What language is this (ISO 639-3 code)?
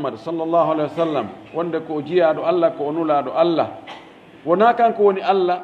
fuf